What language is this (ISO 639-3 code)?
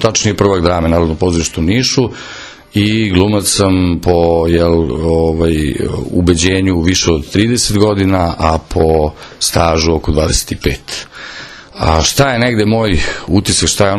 srp